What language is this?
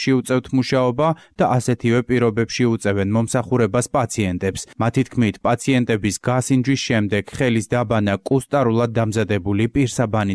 Georgian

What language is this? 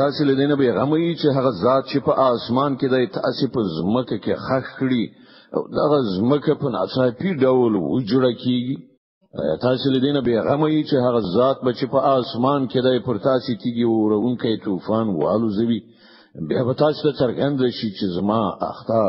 Pashto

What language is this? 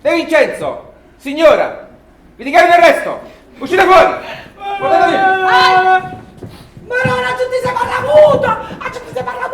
Neapolitan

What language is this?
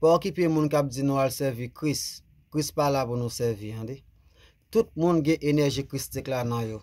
Haitian Creole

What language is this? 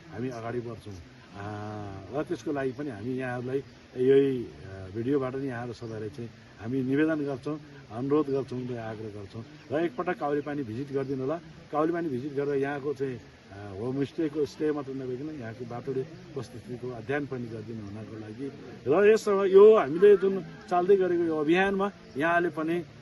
Nepali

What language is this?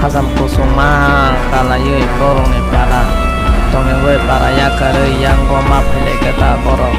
Kok Borok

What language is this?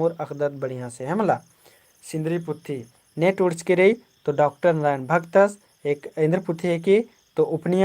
Kurukh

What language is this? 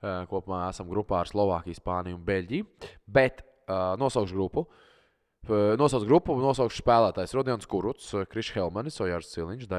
Latvian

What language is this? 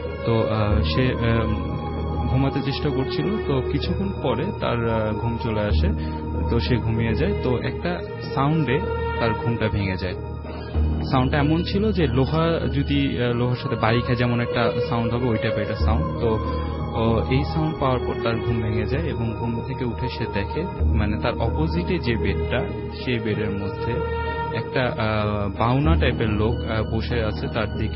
Bangla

